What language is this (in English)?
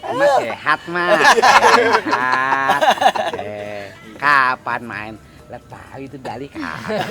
Betawi